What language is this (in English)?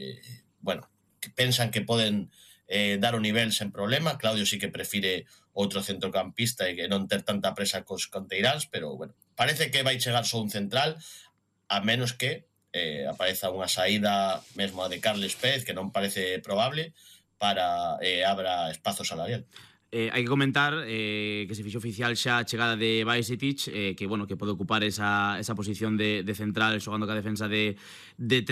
Galician